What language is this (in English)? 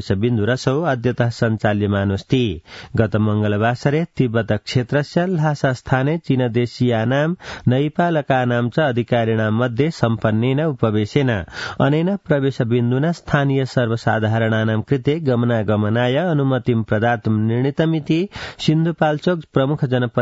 Sanskrit